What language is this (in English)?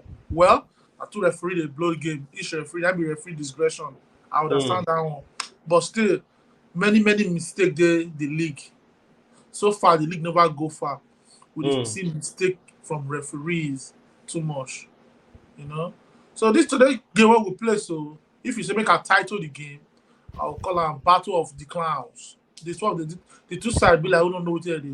Nigerian Pidgin